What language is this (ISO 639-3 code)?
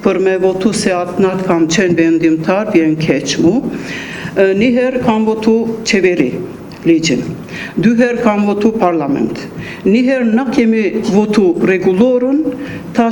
sqi